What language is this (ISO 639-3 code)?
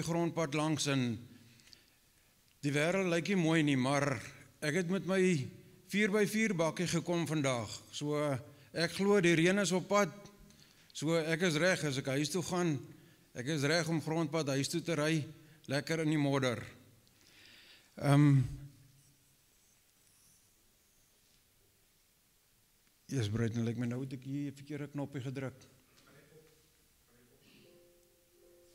afr